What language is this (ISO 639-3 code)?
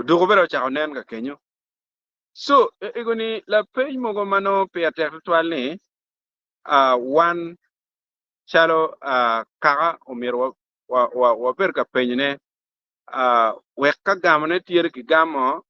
ach